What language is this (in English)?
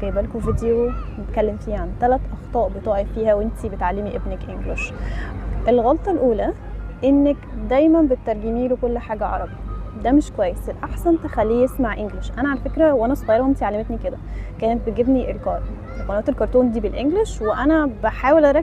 Egyptian Arabic